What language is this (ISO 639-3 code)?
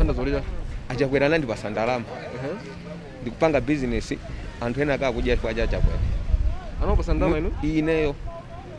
nya